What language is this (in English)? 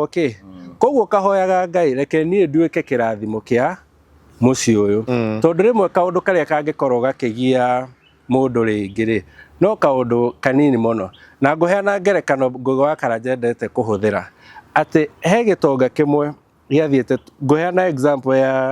Kikuyu